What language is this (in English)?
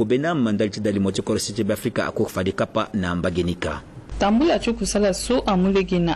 Sango